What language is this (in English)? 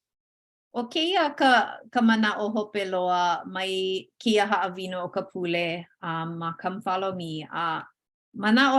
Hawaiian